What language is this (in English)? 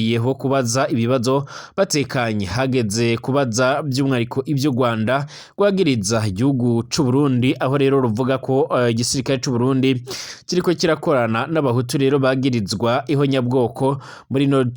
Rundi